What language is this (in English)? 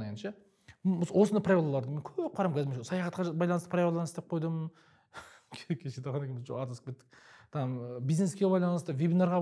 Kazakh